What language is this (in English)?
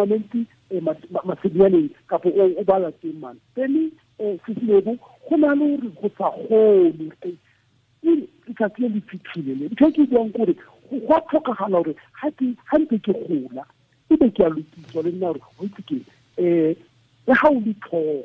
Tswana